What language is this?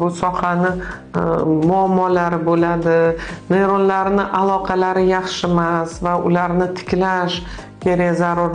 Uzbek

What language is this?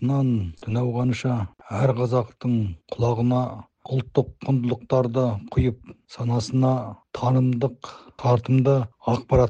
Kazakh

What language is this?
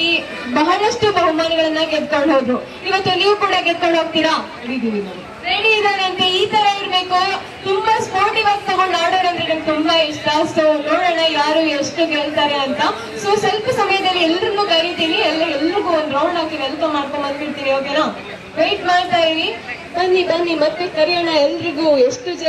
Kannada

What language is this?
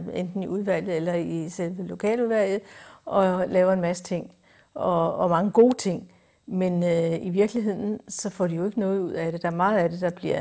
Danish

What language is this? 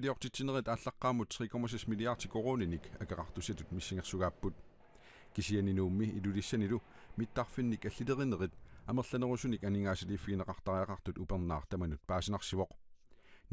Kalaallisut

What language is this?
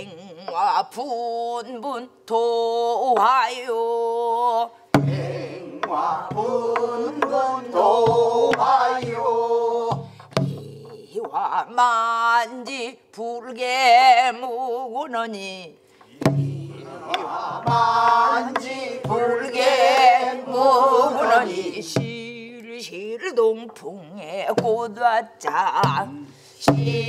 Korean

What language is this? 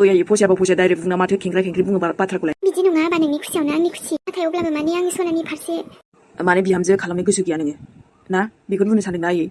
Bodo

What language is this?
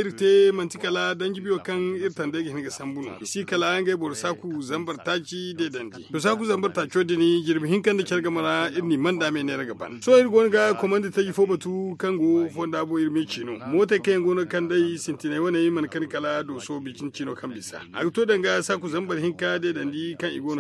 Zarma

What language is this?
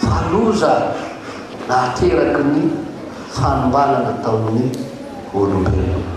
Malagasy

